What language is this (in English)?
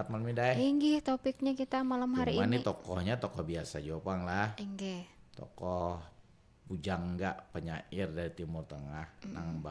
Banjar